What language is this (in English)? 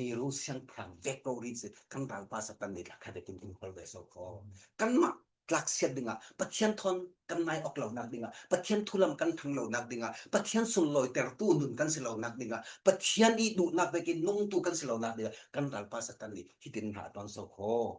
Falam Chin